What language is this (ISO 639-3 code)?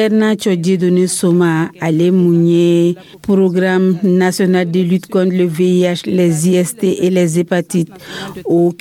dyu